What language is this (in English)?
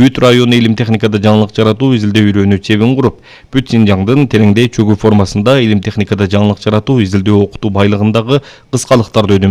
Kyrgyz